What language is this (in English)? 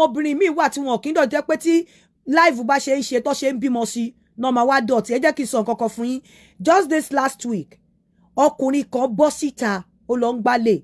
Yoruba